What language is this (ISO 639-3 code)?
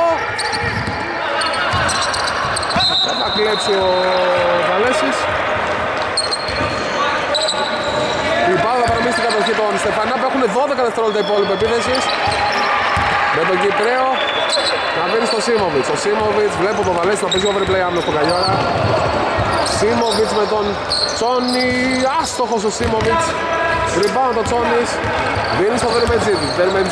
ell